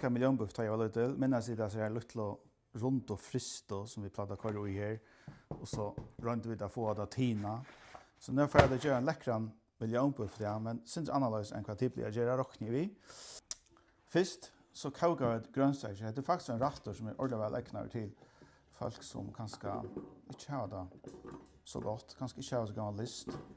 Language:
Faroese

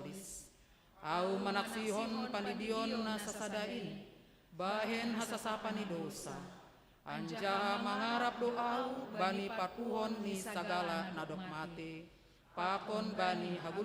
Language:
Batak Simalungun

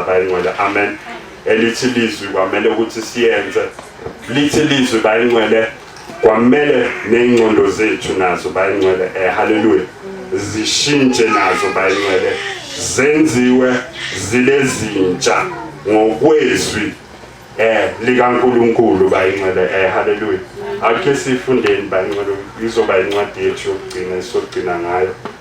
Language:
Zulu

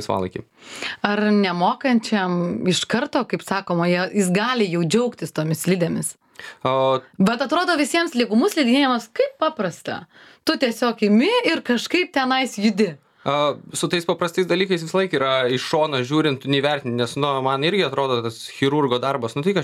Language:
Lithuanian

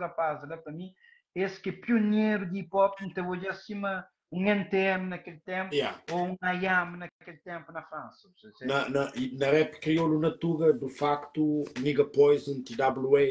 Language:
Kabuverdianu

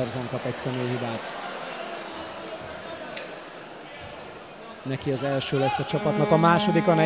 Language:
Hungarian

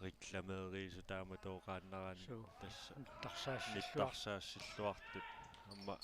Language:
Kalaallisut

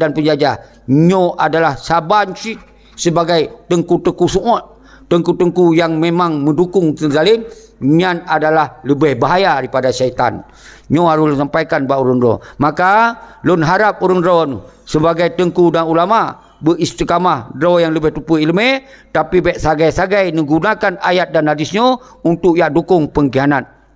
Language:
Achinese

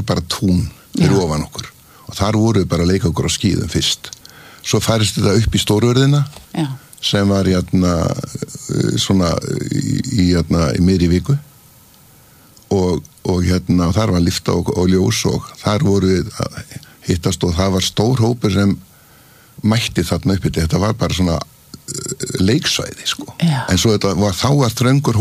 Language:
Icelandic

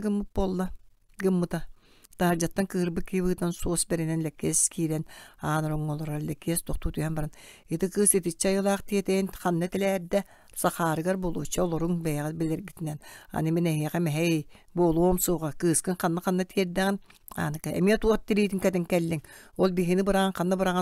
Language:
Yakut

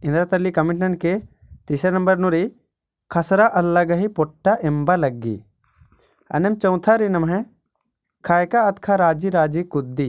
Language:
Kurukh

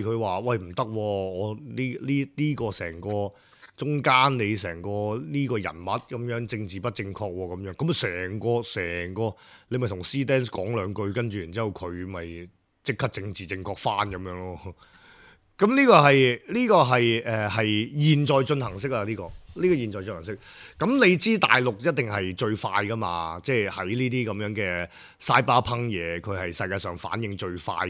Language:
Cantonese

